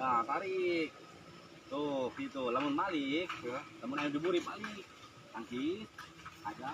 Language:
Sundanese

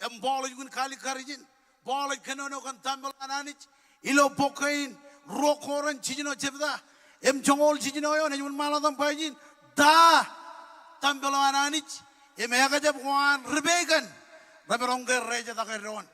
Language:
Marshallese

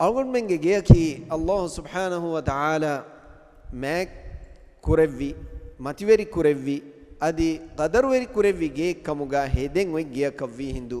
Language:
Divehi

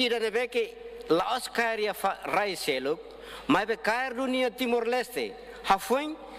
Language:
Tetum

